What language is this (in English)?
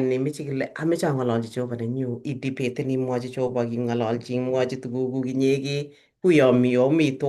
Kalenjin